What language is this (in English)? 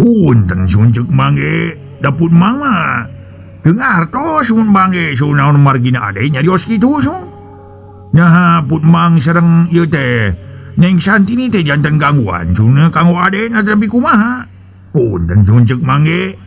Sundanese